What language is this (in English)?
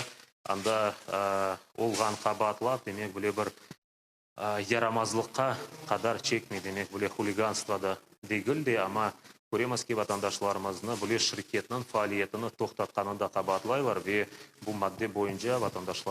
Crimean Tatar